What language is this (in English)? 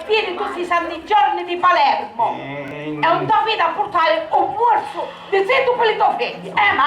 Sicilian